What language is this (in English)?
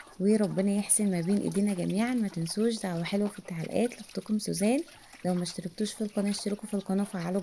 Egyptian Arabic